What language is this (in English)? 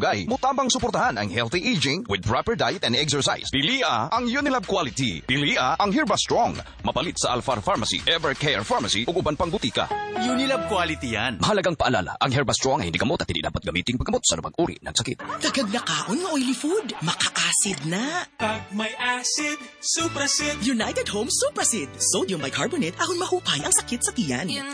Cebuano